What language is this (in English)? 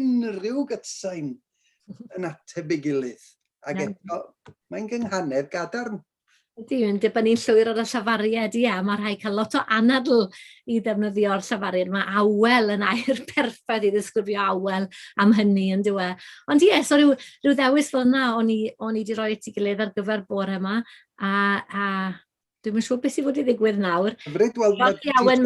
Welsh